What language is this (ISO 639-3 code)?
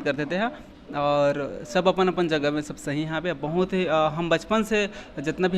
hne